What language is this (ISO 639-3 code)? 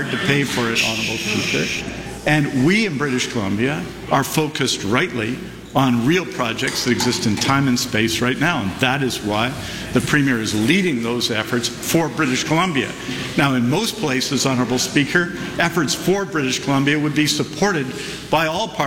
eng